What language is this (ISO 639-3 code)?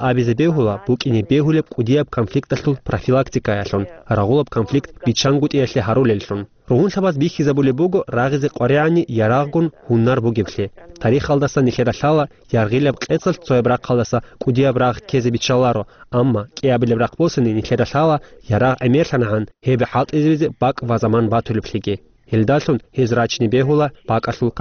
ava